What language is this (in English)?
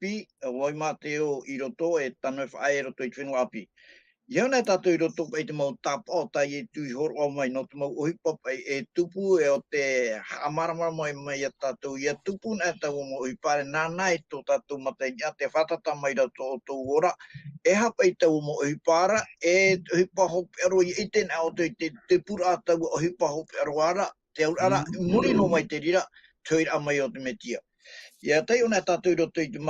Tahitian